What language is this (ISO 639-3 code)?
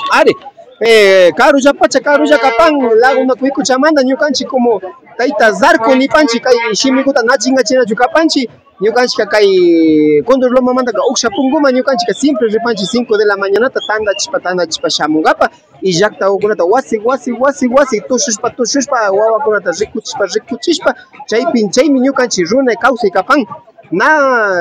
qvi